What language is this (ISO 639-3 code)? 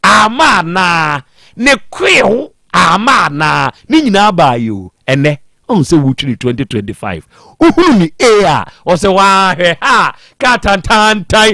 aka